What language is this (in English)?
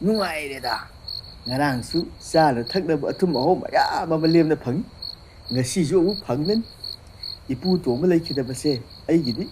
Manipuri